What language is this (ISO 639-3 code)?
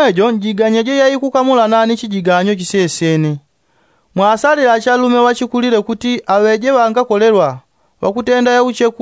yao